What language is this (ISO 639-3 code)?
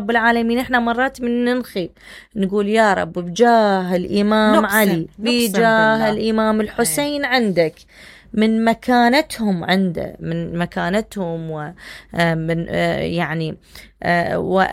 acm